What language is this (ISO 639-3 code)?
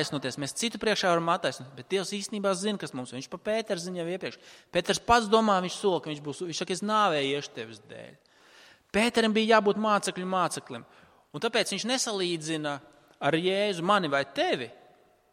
lav